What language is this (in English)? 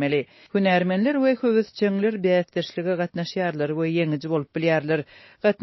Turkmen